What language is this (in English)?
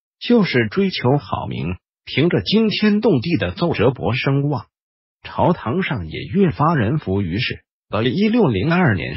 Chinese